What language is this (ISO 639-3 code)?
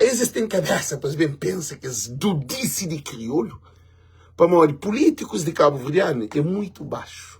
kea